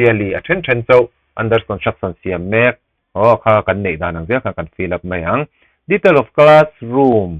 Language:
Mizo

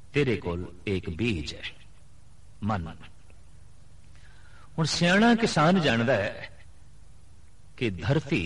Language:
Punjabi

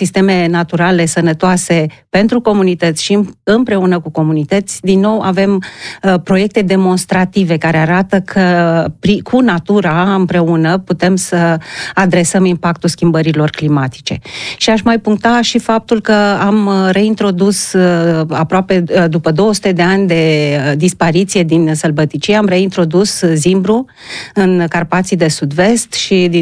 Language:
Romanian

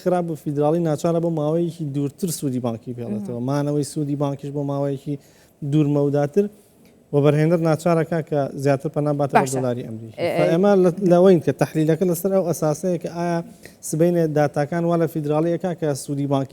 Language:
Central Kurdish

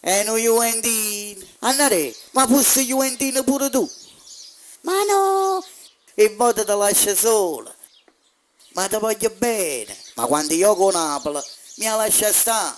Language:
Neapolitan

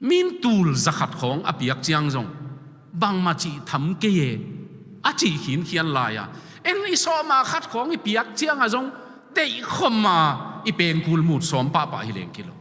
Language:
Tedim Chin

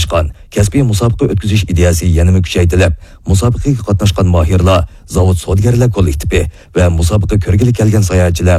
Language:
Uyghur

